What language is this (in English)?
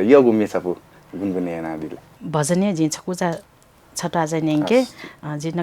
Newari